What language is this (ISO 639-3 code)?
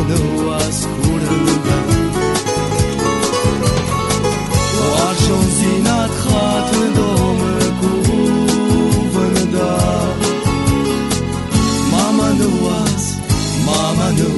ron